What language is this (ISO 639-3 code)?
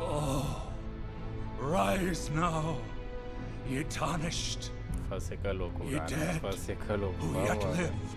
kea